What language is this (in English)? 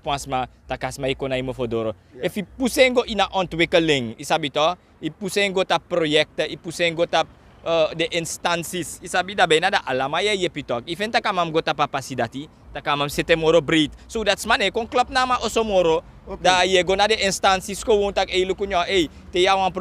Sranan Tongo